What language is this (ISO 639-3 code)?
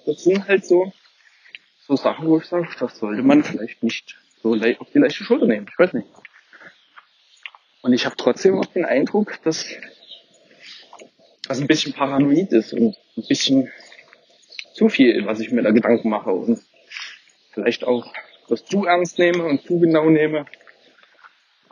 deu